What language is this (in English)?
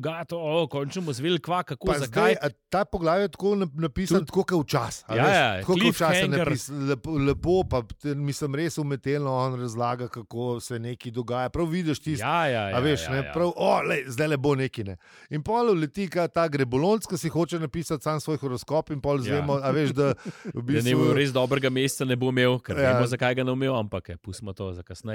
Slovenian